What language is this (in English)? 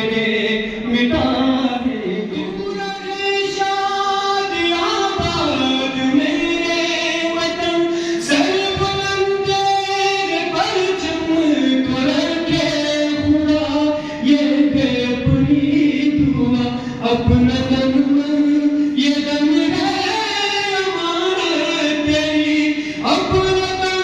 Urdu